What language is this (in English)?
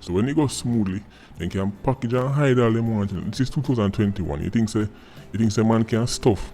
Jamaican Creole English